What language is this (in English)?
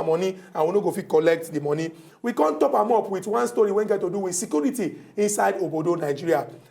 Nigerian Pidgin